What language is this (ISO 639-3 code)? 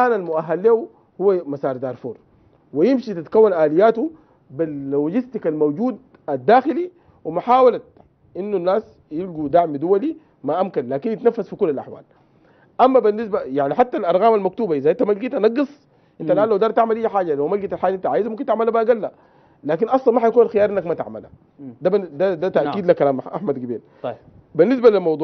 apd